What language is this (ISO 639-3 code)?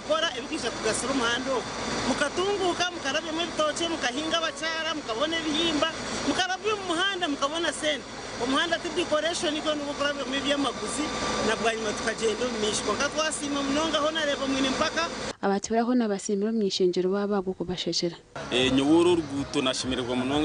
nyn